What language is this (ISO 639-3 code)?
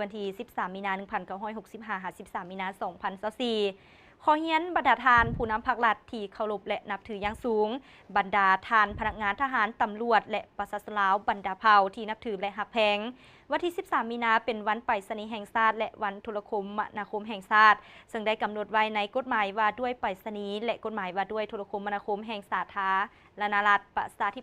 lao